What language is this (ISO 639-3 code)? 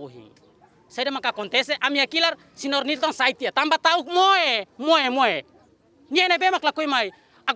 tet